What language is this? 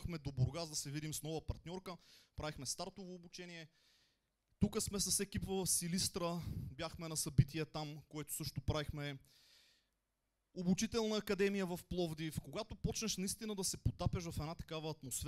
Bulgarian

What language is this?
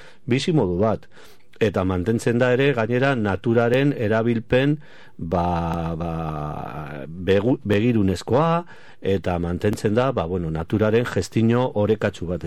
Basque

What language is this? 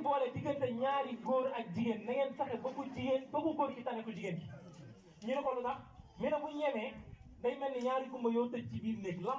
Wolof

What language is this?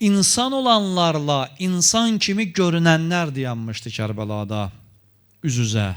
Azerbaijani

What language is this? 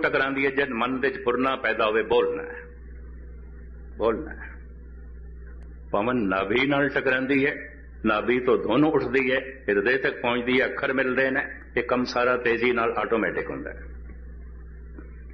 Punjabi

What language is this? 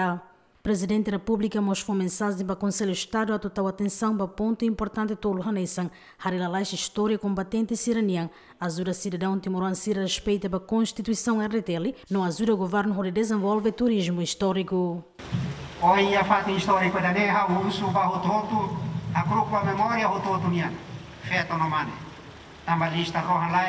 Tetum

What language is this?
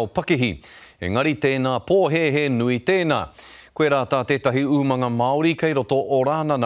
Māori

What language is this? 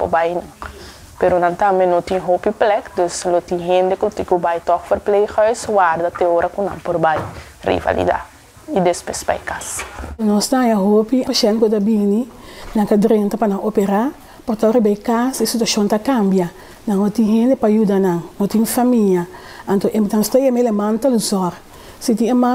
Papiamento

